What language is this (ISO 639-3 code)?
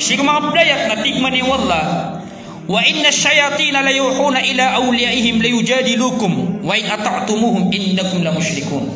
mrw